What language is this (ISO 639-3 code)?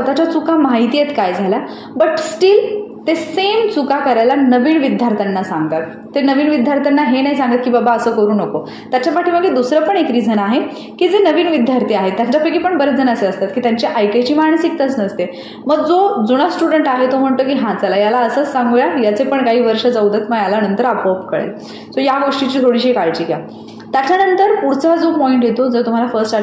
mar